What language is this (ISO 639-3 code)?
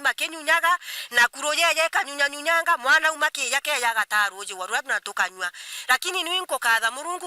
mer